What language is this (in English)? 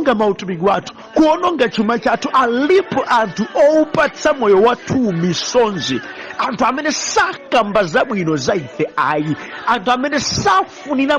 Nyanja